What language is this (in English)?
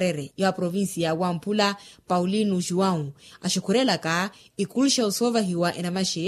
Makhuwa